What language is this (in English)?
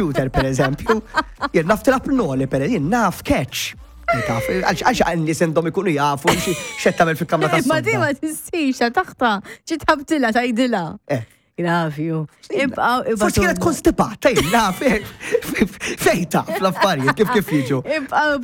Maltese